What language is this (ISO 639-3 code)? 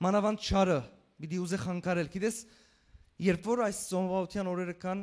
hyw